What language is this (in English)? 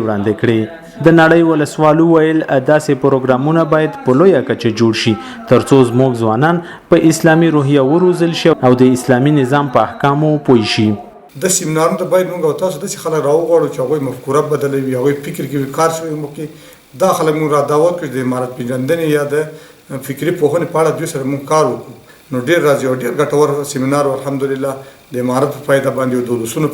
Pashto